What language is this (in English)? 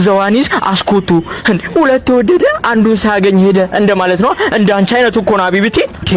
Amharic